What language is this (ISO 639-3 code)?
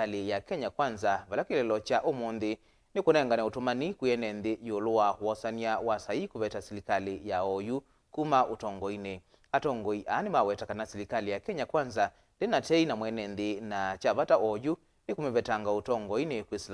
kam